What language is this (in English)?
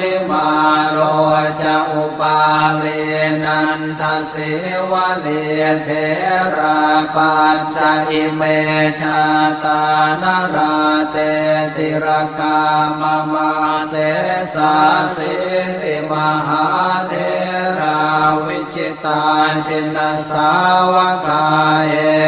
Pali